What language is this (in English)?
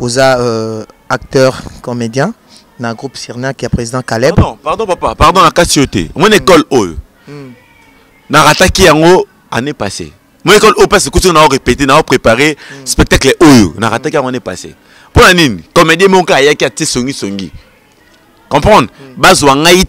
Lingala